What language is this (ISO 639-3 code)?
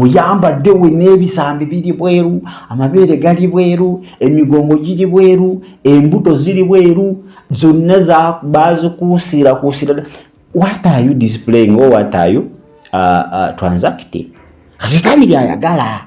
lug